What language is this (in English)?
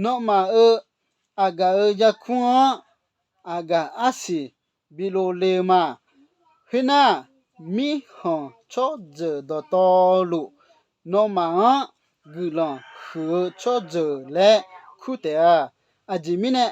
Akha